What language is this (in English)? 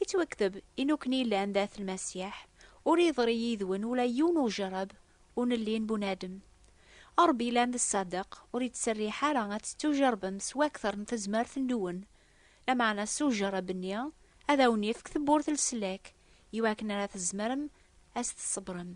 Kabyle